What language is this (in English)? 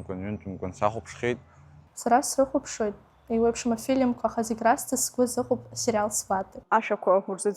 Abkhazian